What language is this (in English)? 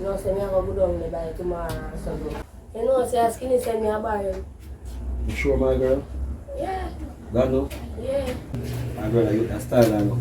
Jamaican Creole English